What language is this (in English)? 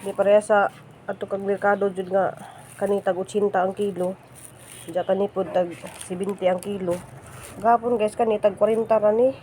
Cebuano